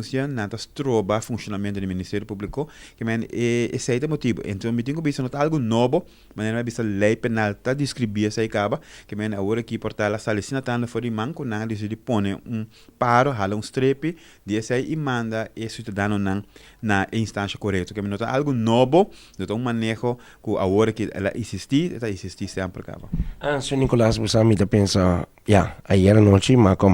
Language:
Papiamento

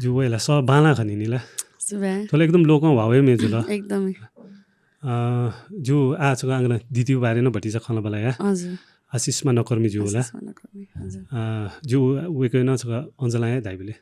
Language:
Newari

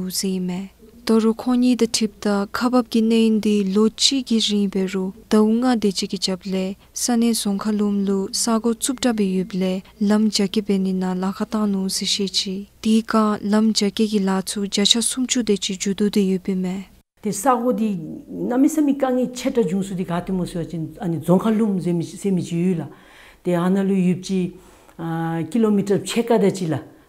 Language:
Dzongkha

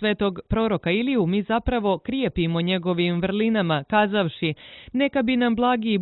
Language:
Serbian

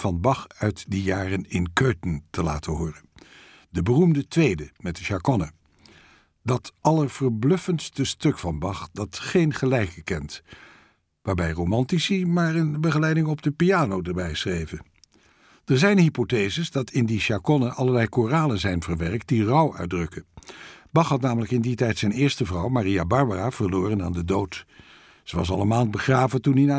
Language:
Dutch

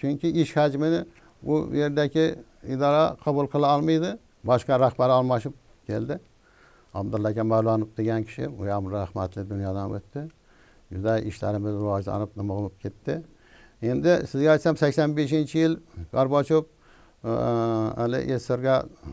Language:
Uzbek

